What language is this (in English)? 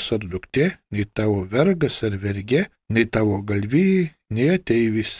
Lithuanian